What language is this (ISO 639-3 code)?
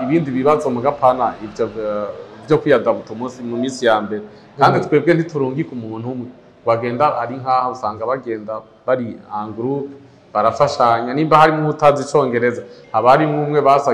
run